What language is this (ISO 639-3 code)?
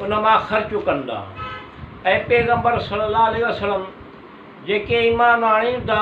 snd